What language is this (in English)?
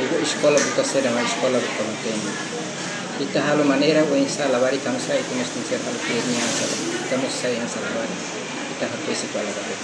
Tetum